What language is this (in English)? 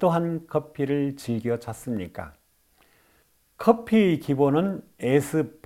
Korean